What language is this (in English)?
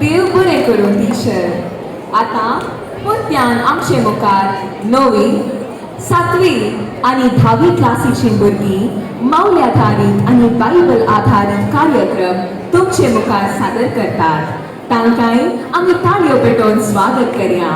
Konkani